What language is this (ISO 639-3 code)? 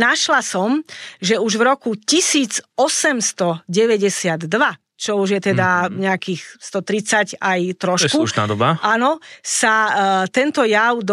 slk